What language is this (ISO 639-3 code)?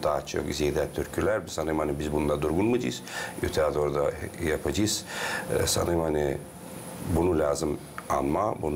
gag